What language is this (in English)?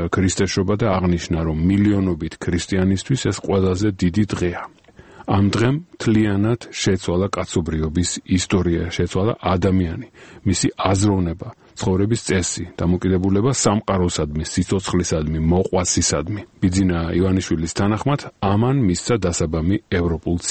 Georgian